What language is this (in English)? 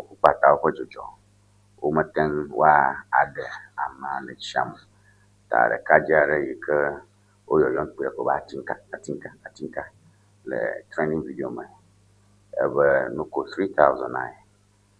Ewe